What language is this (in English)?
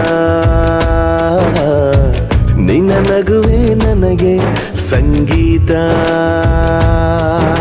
Kannada